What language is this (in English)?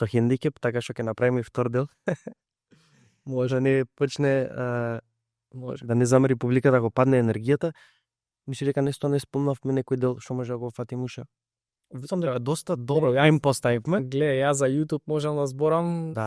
Macedonian